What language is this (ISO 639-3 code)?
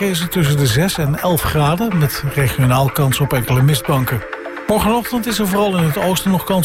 nld